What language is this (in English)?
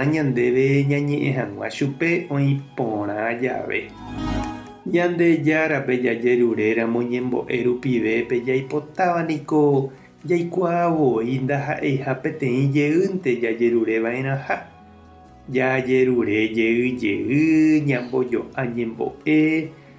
Guarani